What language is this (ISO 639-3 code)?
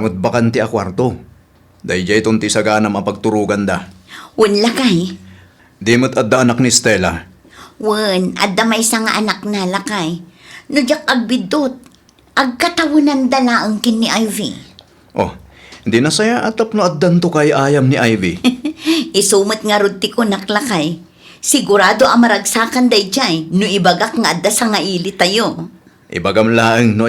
ilo